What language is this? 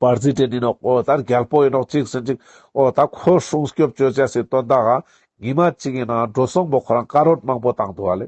Ladakhi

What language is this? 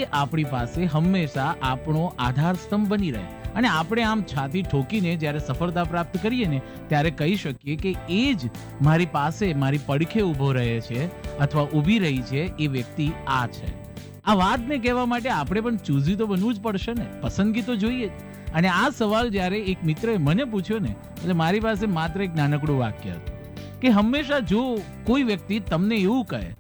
Gujarati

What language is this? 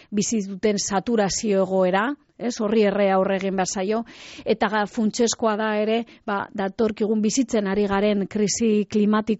Basque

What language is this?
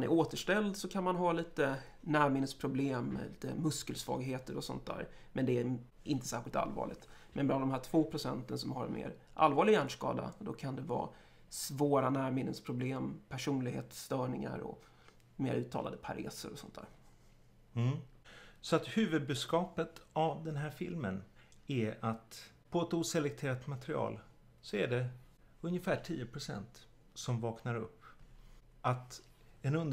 Swedish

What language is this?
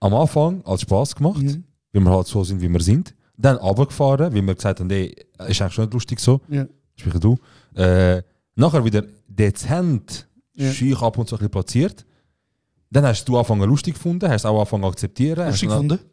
Swiss German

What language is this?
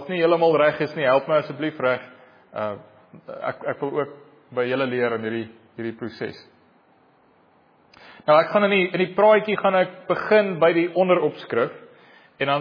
Afrikaans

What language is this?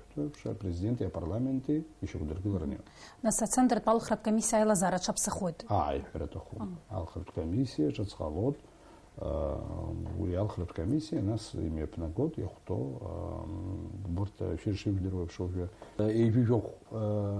Abkhazian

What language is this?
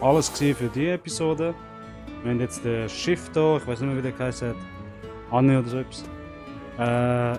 Swiss German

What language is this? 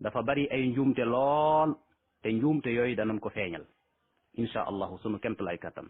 Wolof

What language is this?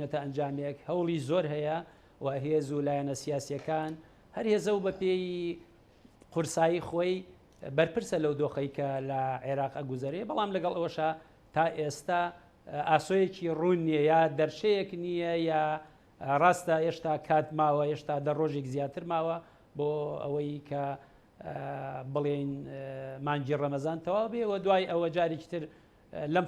Central Kurdish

